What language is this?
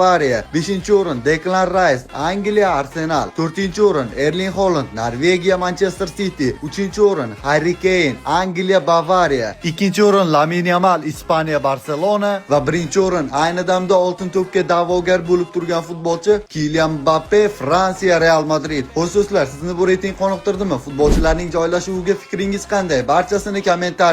Uzbek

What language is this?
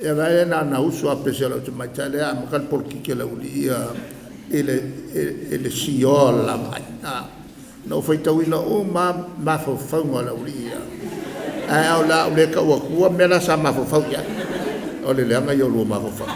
Samoan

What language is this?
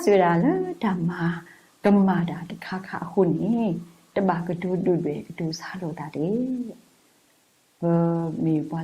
S'gaw Karen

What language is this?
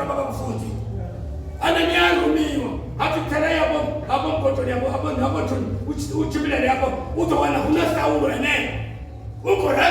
Venda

